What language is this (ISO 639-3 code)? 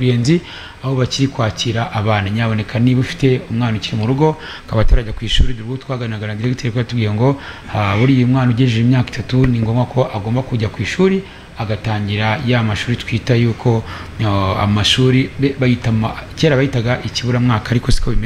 kin